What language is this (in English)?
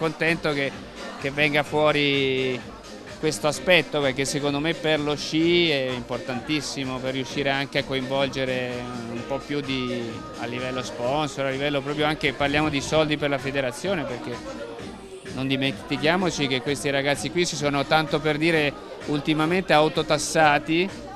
Italian